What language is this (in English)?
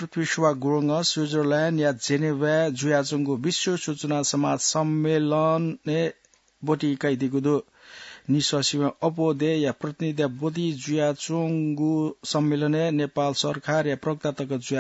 Newari